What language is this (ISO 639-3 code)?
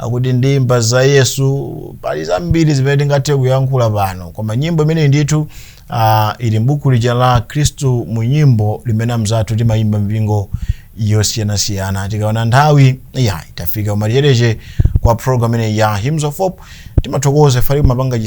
nya